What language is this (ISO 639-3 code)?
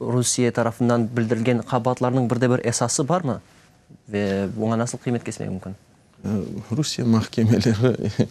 crh